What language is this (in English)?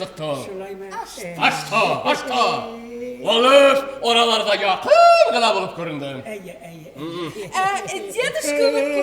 Bashkir